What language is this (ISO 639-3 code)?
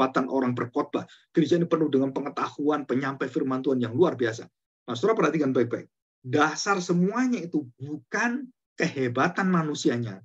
ind